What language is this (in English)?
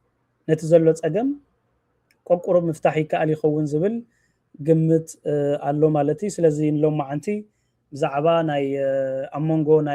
Tigrinya